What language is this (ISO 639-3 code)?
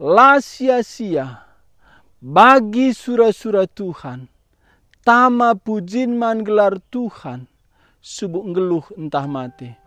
btx